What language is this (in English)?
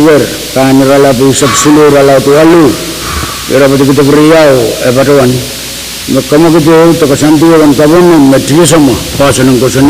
Pohnpeian